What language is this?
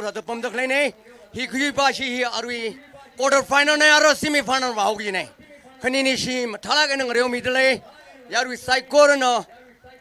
Tangkhul Naga (India)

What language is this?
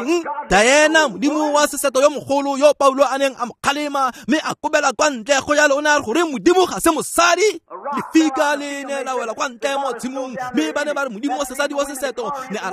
Tswana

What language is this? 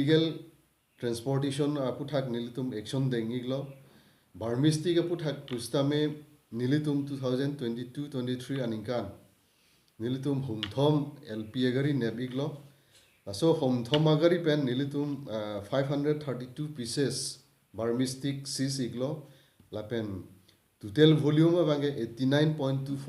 Karbi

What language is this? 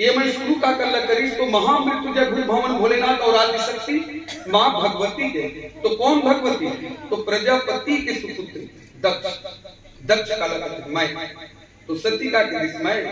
Chhattisgarhi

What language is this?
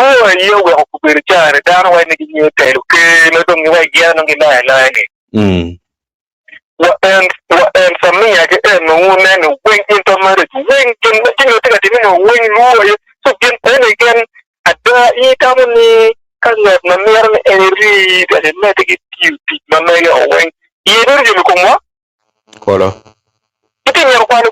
Acoli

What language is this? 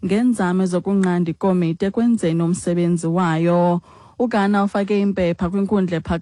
Xhosa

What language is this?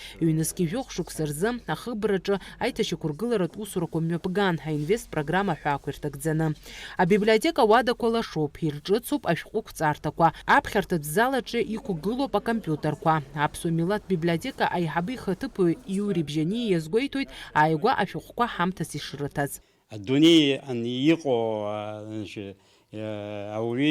Abkhazian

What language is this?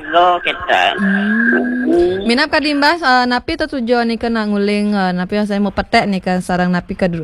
Balinese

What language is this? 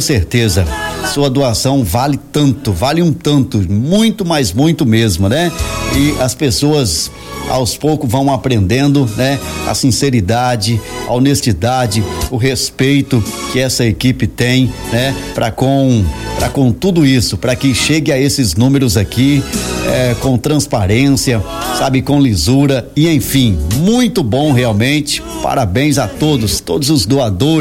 Portuguese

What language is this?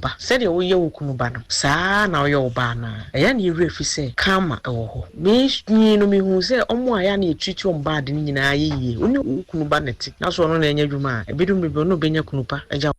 Akan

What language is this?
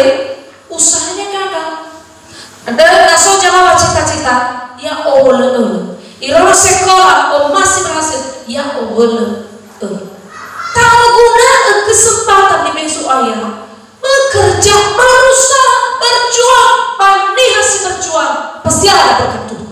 Nias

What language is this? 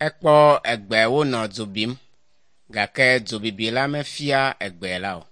Ewe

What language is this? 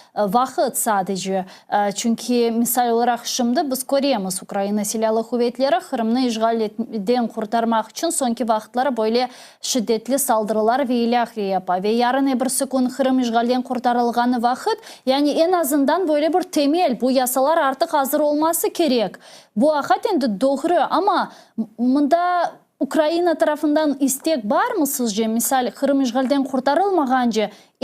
Crimean Tatar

